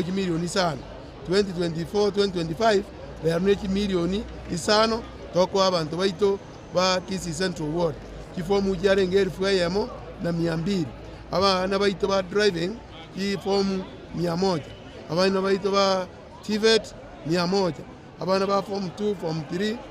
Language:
Gusii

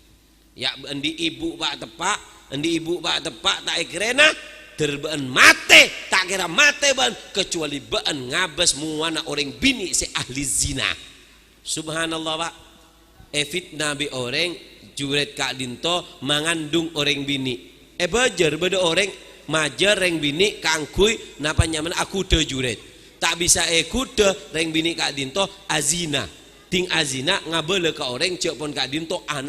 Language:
Madurese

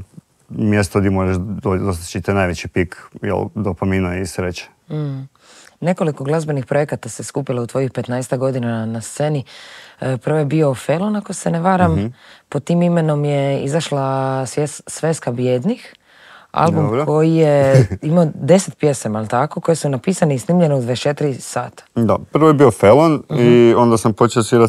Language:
Croatian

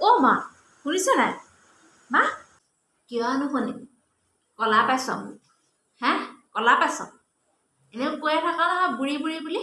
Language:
Assamese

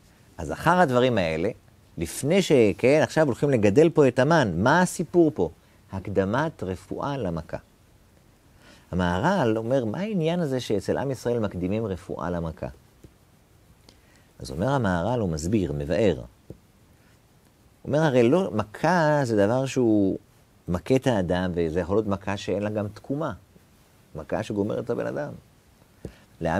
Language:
Hebrew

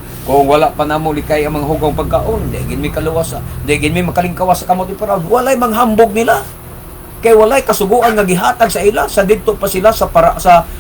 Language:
Cebuano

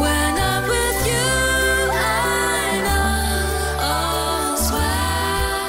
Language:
Tswana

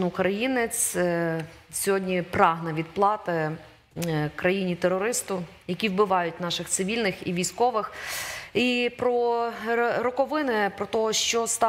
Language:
Ukrainian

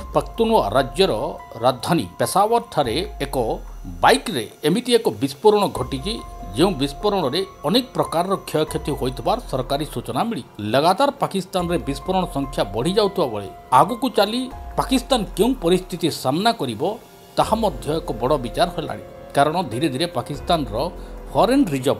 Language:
Odia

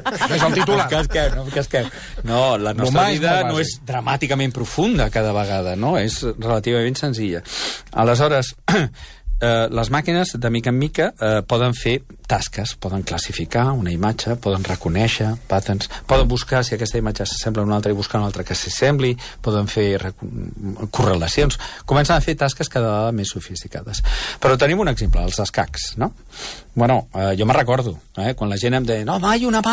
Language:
Catalan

